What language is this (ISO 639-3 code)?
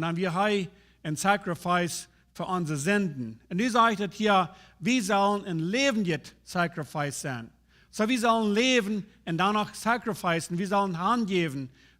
pdt